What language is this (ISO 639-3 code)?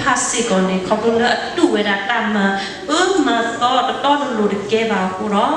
ksw